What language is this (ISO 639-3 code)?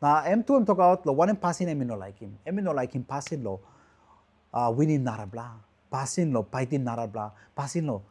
tpi